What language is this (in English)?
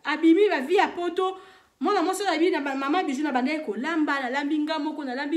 Lingala